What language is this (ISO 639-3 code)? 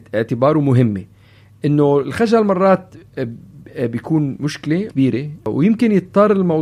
apc